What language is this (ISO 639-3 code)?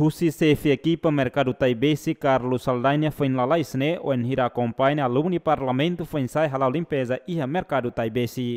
tet